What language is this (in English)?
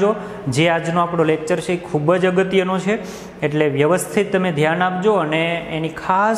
Gujarati